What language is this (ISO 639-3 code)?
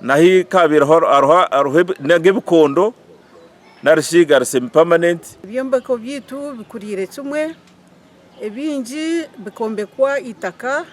nyn